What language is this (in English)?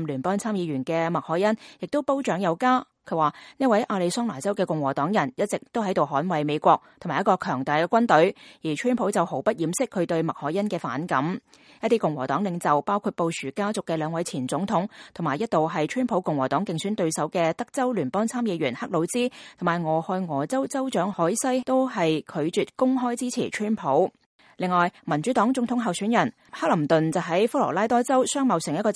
Cantonese